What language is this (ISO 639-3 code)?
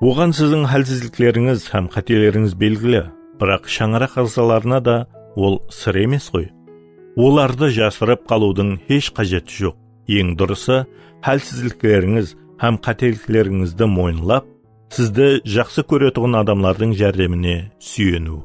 kaa